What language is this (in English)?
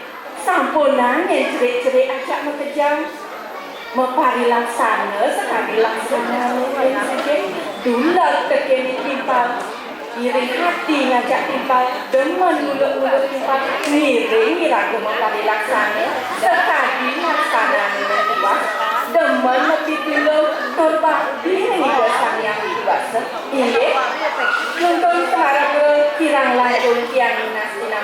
Balinese